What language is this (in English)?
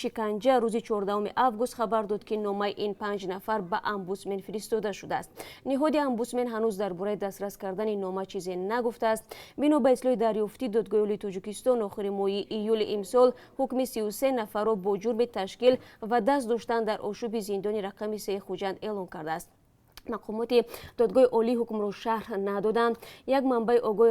Tajik